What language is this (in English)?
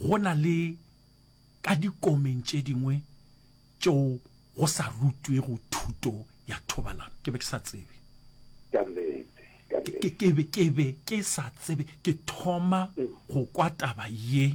Northern Sotho